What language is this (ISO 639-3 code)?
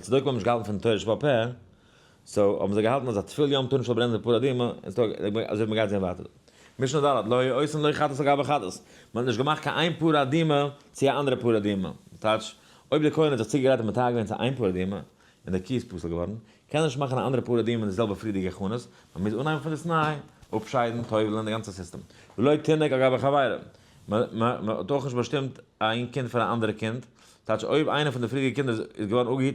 yid